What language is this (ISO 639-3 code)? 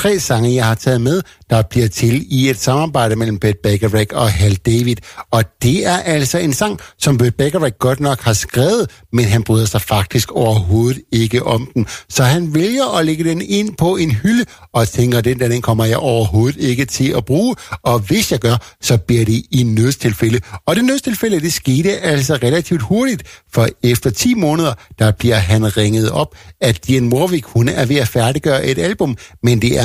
dan